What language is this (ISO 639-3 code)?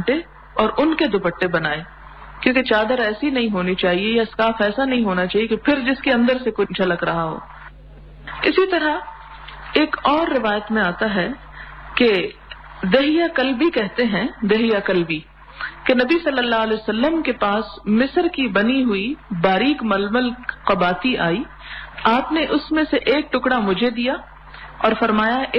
urd